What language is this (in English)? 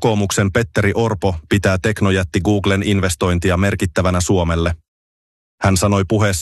Finnish